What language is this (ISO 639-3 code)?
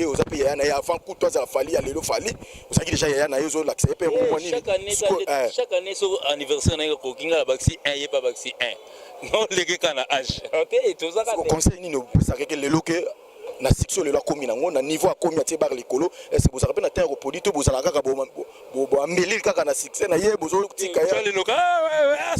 lin